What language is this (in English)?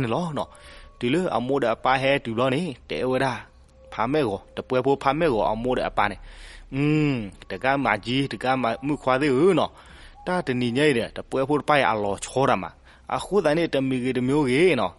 S'gaw Karen